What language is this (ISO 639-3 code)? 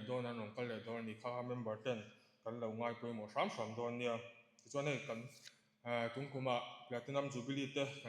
lus